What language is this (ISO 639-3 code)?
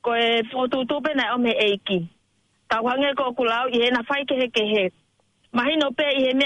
ton